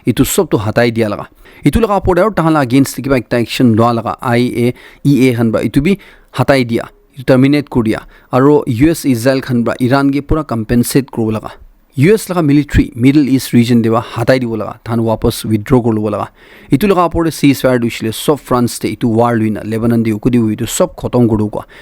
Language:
Naga Pidgin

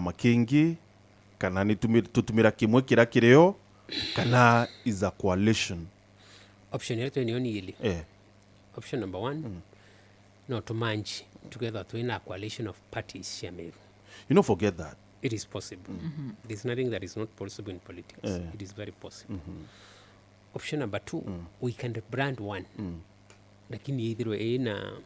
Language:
Meru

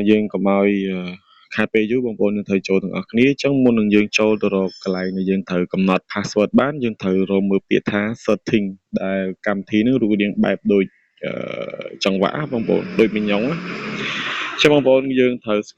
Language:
Khmer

